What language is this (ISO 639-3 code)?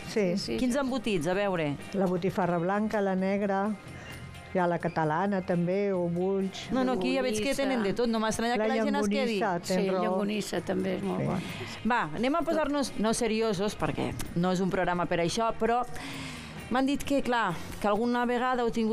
cat